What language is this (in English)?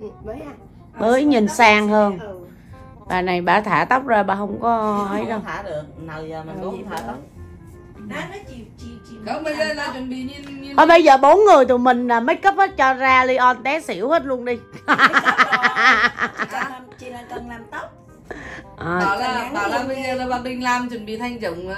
Vietnamese